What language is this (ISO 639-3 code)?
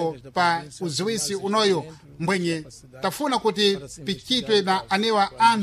seh